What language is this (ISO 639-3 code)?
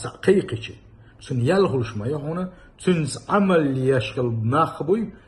che